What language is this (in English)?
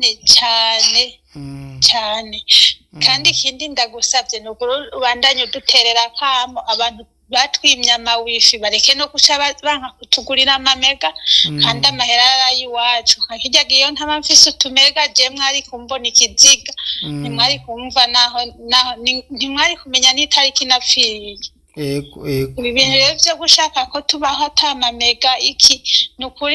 Rundi